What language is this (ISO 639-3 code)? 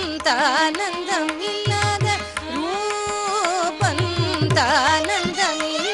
tam